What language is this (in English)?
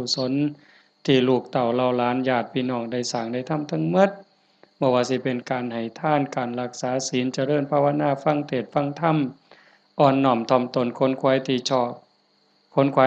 Northeastern Thai